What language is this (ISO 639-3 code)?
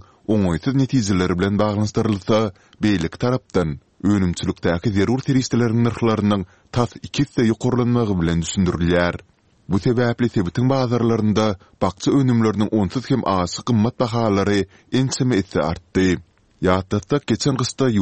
tuk